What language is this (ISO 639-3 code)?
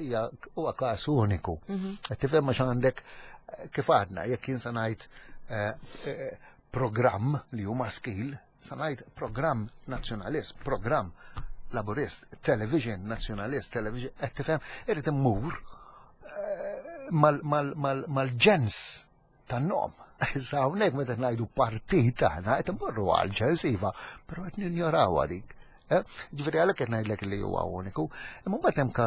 mlt